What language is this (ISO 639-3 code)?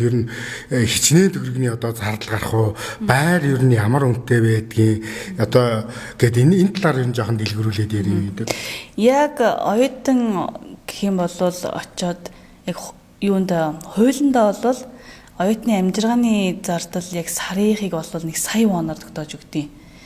mon